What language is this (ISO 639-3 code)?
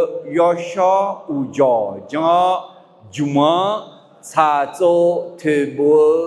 ahk